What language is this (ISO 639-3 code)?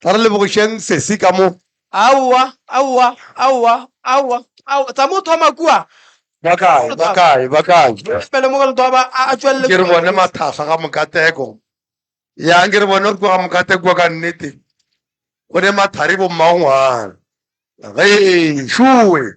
nso